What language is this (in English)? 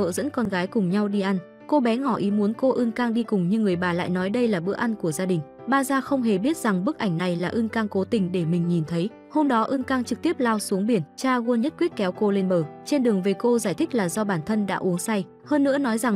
Vietnamese